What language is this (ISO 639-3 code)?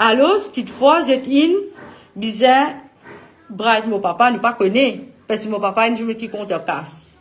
mfe